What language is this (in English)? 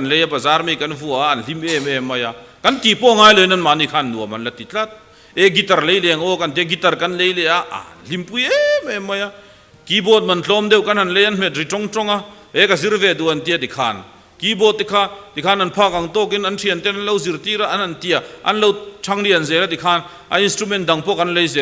Mizo